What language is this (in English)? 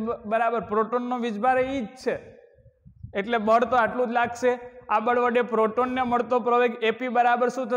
Gujarati